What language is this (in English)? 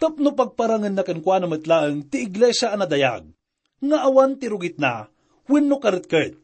Iloko